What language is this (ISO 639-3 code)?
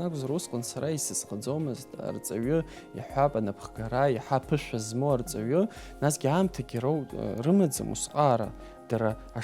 abk